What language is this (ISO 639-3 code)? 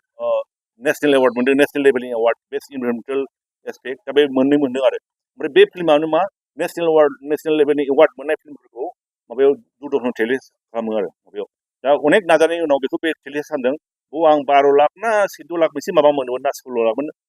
brx